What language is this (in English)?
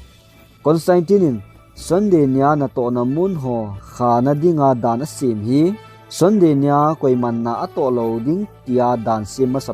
Thado Chin